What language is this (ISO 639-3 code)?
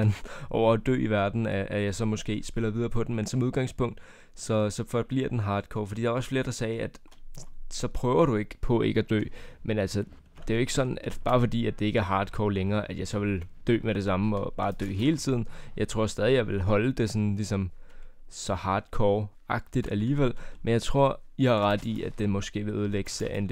dan